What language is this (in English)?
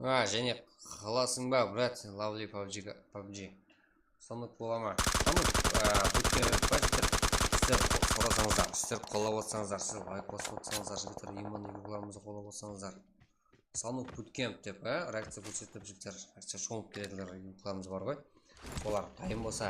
Kara-Kalpak